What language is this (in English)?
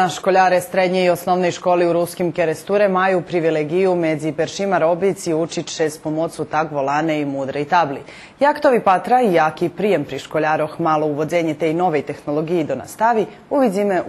Rusyn